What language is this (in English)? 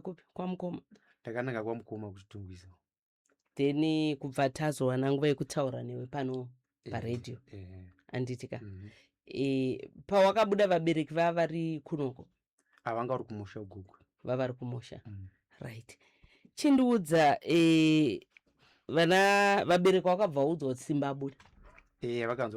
Shona